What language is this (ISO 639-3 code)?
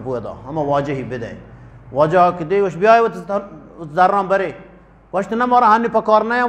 bgp